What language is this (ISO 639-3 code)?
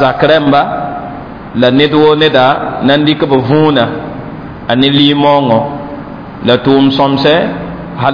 mos